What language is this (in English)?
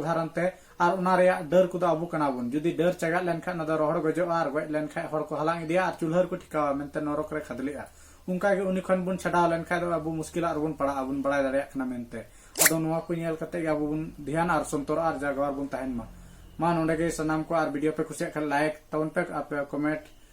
Santali